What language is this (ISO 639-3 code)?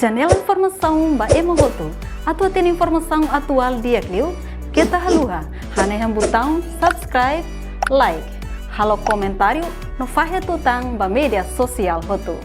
tet